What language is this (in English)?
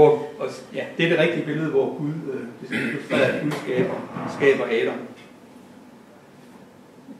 Danish